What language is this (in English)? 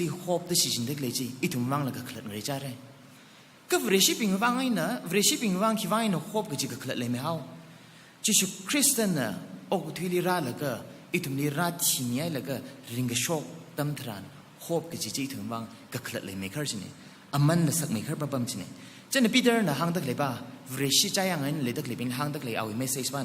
Tangkhul Naga (India)